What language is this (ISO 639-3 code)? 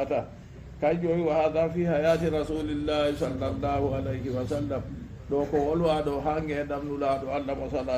ful